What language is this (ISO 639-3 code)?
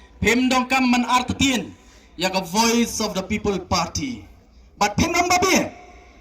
kha